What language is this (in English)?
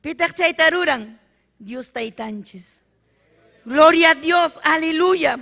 Ayacucho Quechua